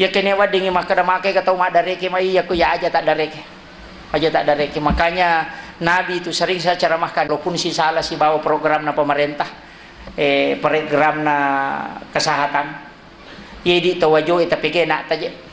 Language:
Buginese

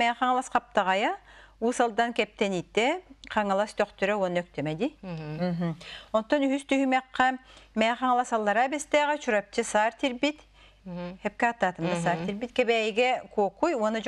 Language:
Yakut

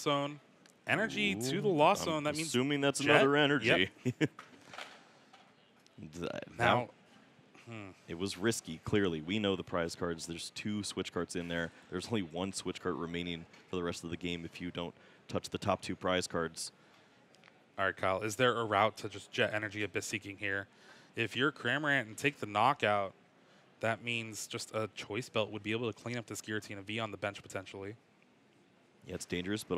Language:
English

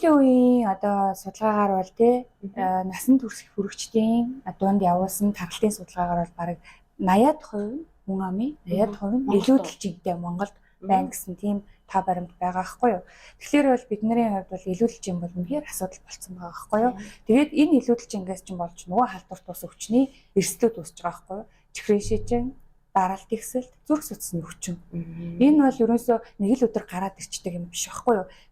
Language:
Mongolian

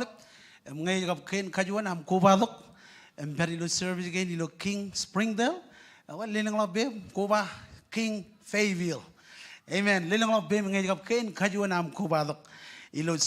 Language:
Marshallese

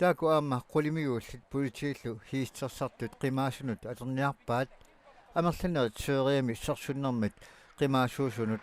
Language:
Kalaallisut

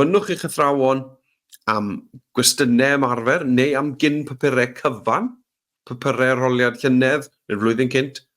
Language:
Welsh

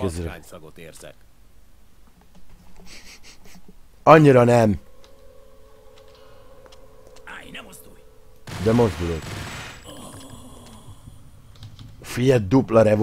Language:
Hungarian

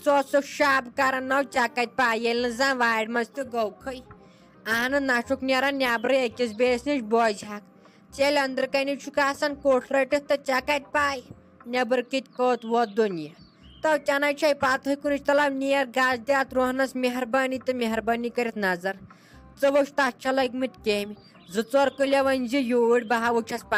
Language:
Kashmiri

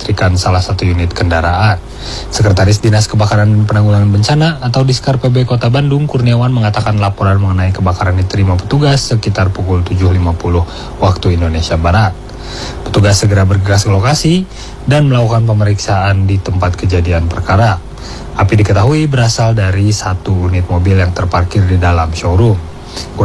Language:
Indonesian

